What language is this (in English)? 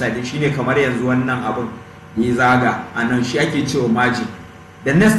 Hausa